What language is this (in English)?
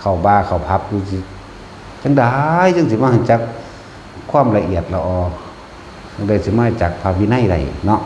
Northeastern Thai